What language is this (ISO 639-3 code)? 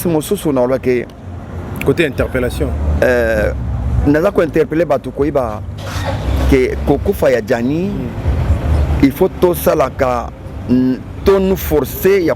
lin